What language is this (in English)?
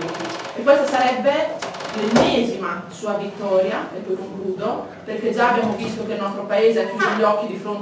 Italian